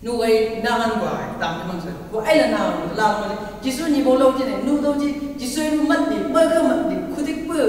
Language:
Chang Naga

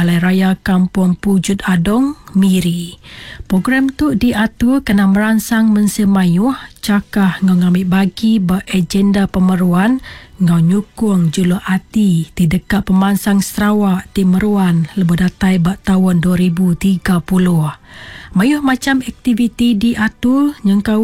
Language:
Iban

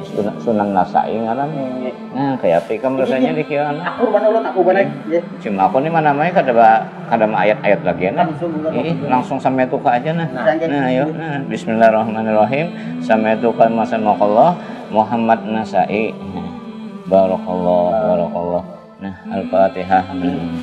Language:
Banjar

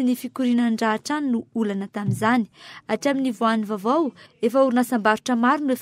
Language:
Malagasy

